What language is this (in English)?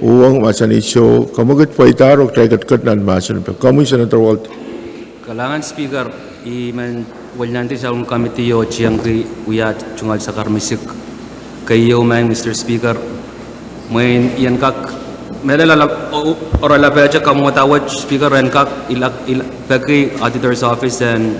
Pohnpeian